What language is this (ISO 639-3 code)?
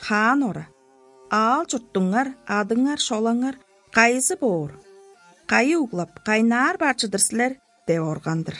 tyv